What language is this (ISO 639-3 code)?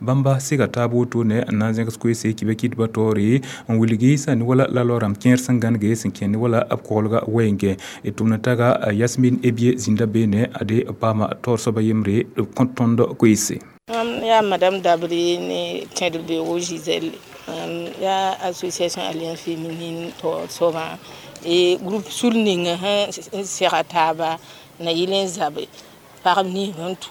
mos